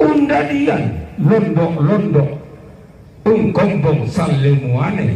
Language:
Toraja-Sa'dan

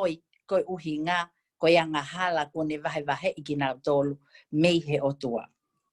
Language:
Tongan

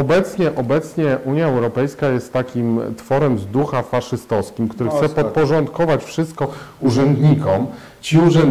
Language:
Polish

